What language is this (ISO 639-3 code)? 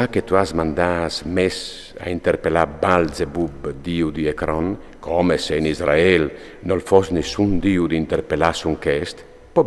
fur